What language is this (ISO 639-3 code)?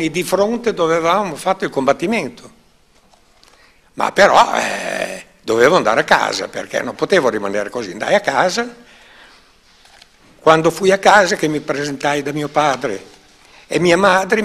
ita